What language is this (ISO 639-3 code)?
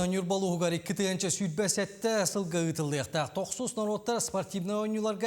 sah